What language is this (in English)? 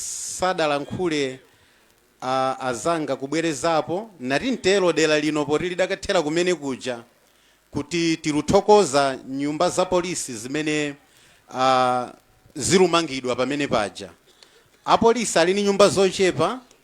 Nyanja